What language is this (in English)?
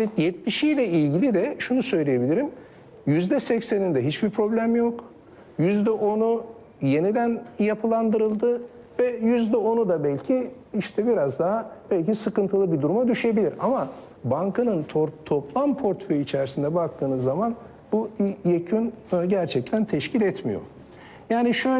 Turkish